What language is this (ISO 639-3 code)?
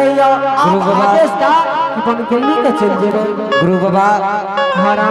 anp